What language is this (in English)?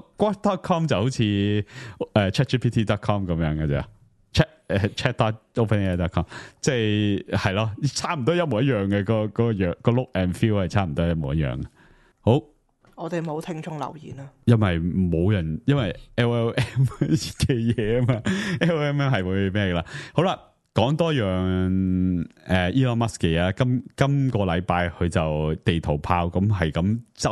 Cantonese